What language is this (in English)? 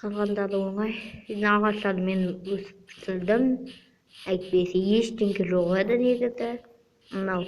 Kazakh